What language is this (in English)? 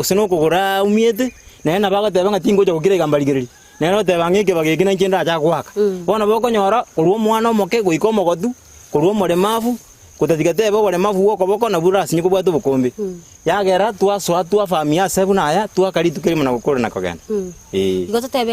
Gusii